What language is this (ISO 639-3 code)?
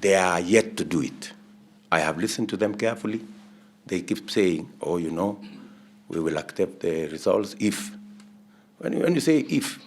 guz